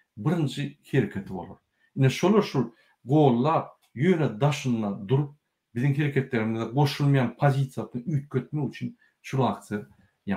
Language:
Turkmen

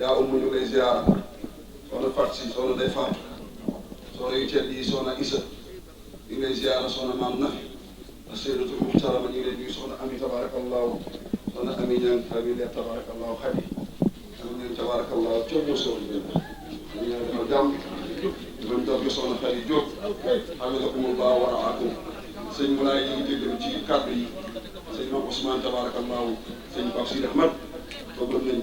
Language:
Wolof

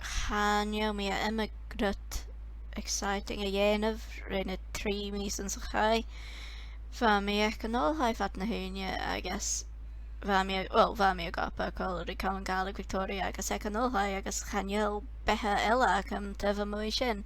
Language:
Scottish Gaelic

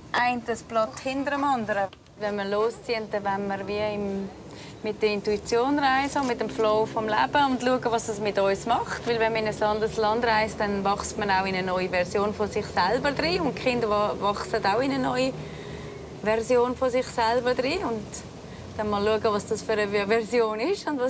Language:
Swiss German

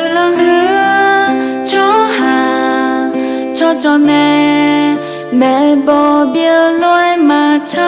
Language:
Akha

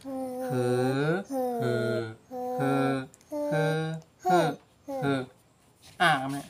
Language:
Shan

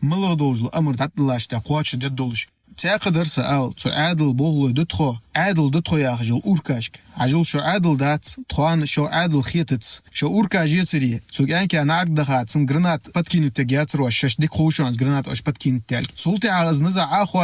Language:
Ingush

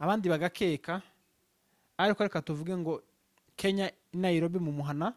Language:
Rundi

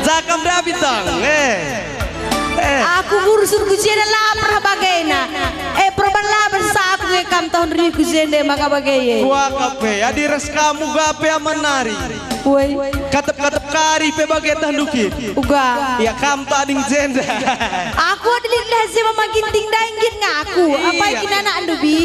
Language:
Batak Karo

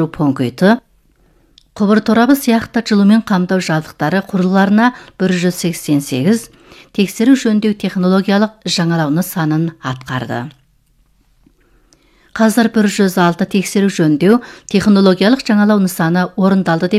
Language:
Kazakh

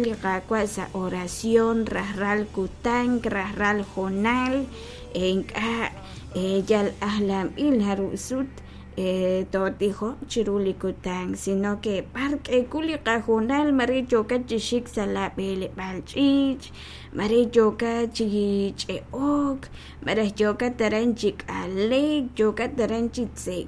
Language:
Kekchí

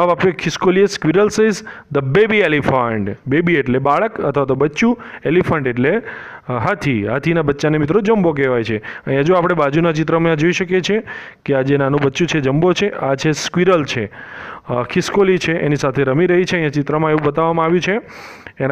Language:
Gujarati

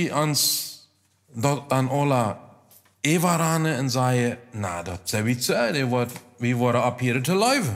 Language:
Plautdietsch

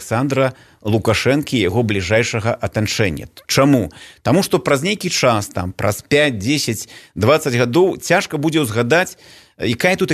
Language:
Belarusian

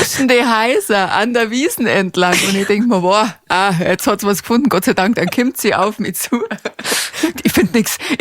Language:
Bavarian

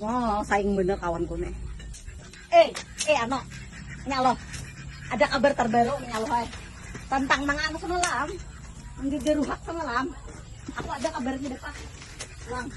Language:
Banjar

